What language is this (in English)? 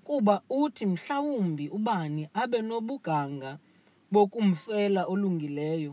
Xhosa